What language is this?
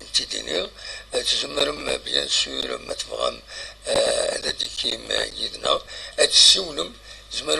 Kabyle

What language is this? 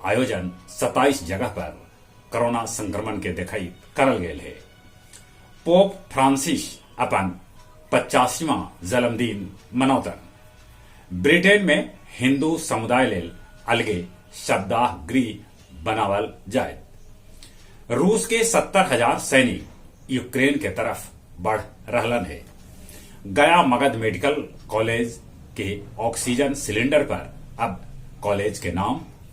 Magahi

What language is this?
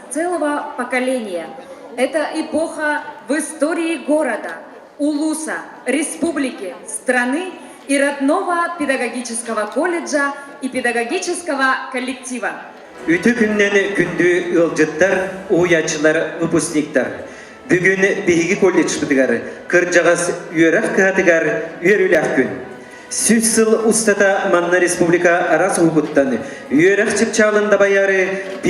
Yakut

